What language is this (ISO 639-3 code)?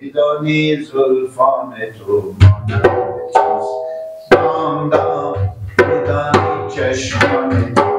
fas